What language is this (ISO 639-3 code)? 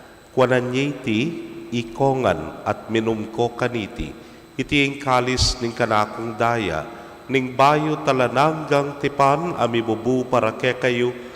pam